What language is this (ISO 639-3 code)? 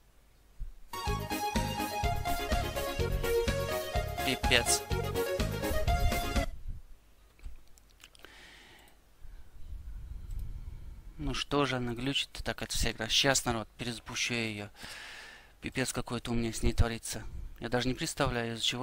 rus